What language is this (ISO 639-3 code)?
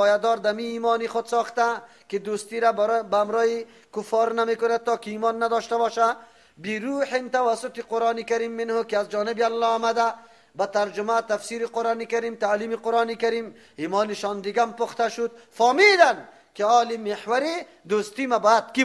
fas